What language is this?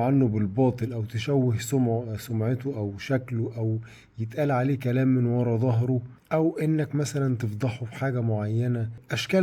Egyptian Arabic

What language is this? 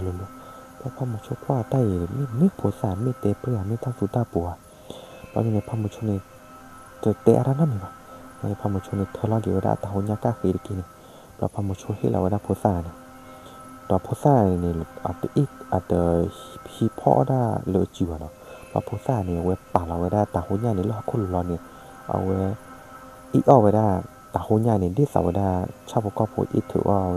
S'gaw Karen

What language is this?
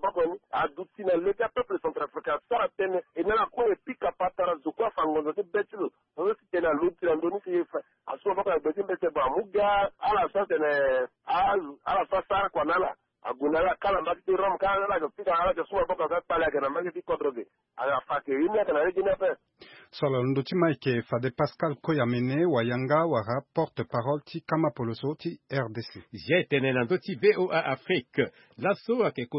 Sango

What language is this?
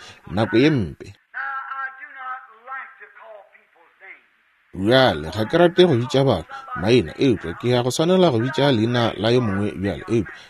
Northern Sotho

